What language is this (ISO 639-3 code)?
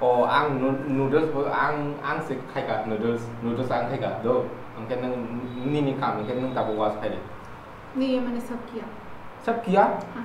trp